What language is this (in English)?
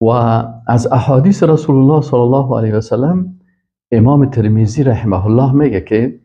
Persian